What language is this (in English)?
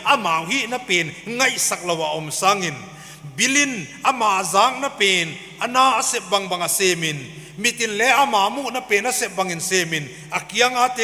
Paite Chin